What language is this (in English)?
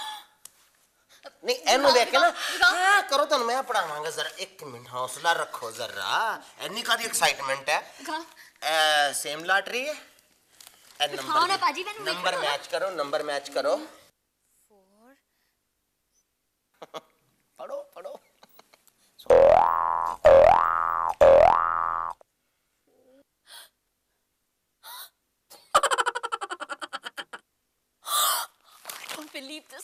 Punjabi